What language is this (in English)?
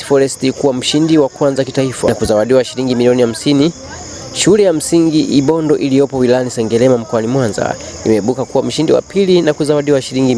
Swahili